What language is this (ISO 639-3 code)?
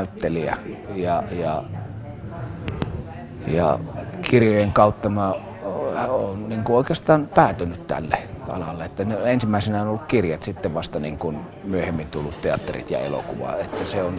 fin